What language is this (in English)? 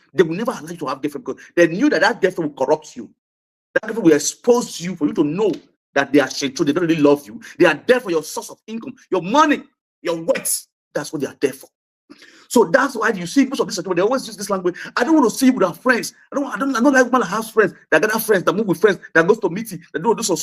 Nigerian Pidgin